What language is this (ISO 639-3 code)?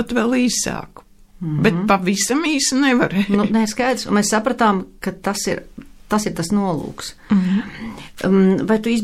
lav